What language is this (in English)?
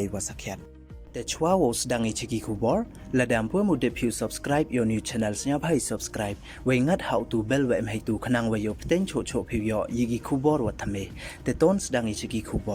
Pnar